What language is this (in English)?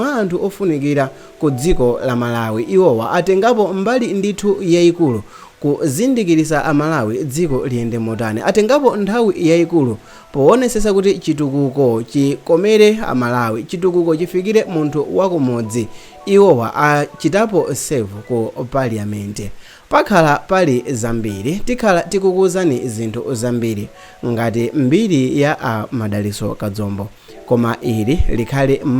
Nyanja